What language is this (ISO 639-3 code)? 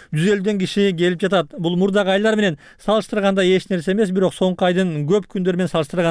kir